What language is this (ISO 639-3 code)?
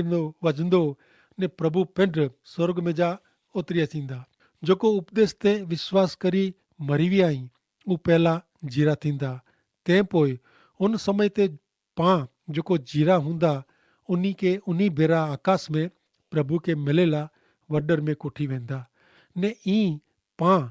kfr